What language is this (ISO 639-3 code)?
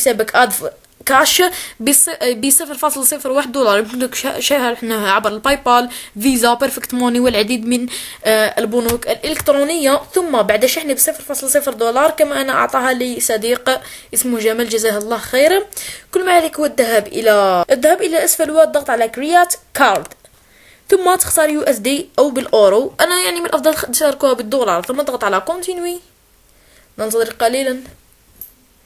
ara